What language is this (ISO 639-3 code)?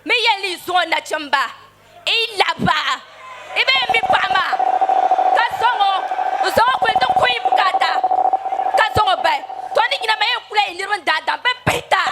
dag